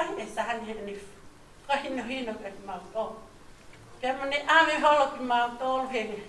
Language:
Tongan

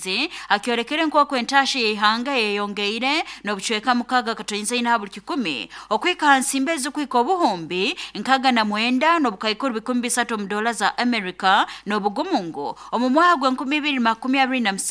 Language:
Nyoro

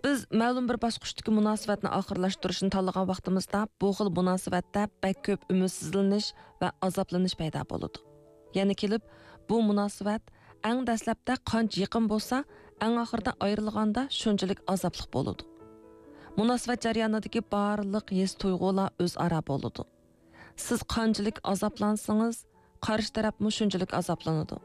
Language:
Uyghur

